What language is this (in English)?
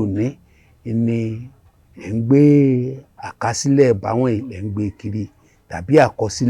Yoruba